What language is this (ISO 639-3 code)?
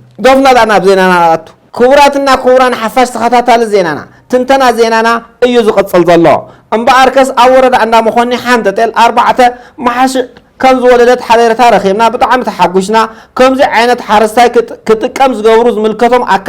tir